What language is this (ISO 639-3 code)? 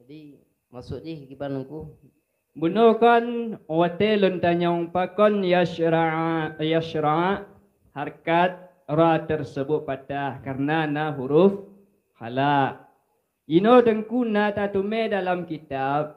ace